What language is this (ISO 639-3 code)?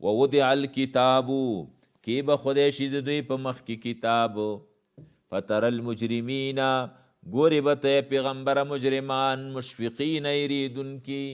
pus